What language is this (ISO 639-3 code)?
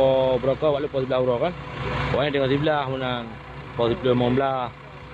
ace